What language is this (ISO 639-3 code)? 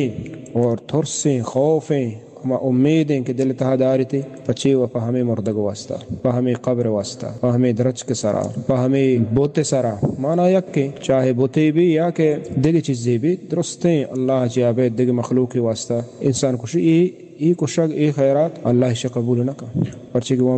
bal